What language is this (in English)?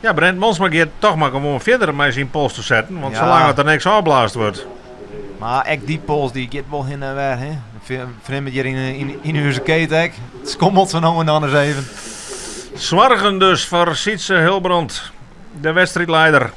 Western Frisian